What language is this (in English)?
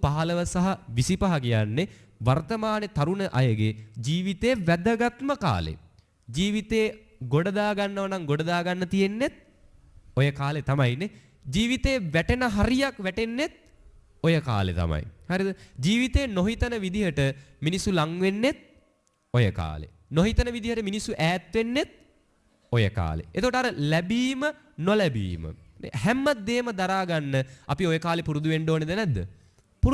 Sinhala